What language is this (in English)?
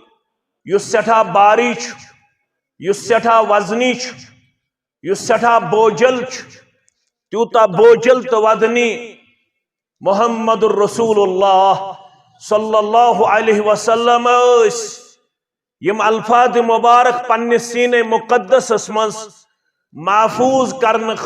Kashmiri